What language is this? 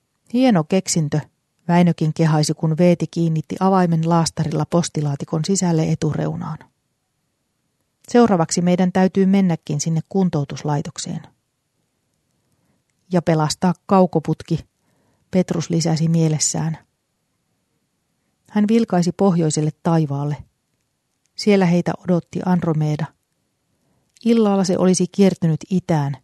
Finnish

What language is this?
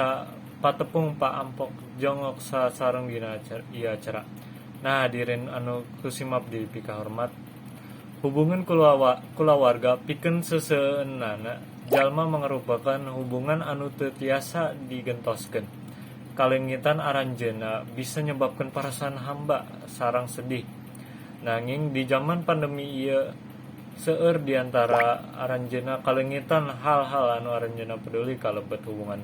Sundanese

